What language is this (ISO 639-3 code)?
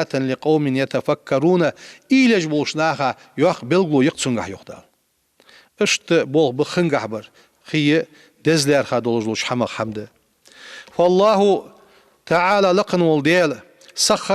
inh